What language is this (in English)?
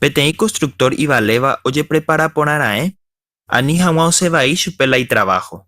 Guarani